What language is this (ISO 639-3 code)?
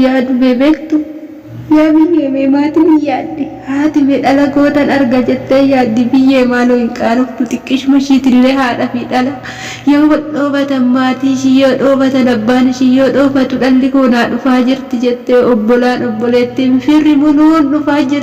orm